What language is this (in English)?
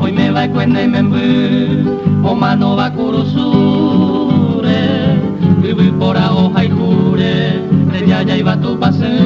Guarani